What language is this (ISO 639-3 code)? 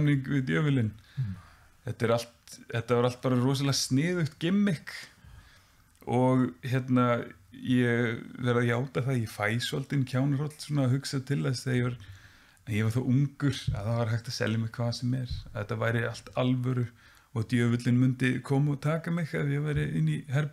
isl